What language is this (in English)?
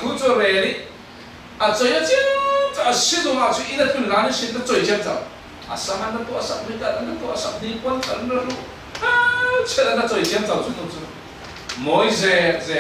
Falam Chin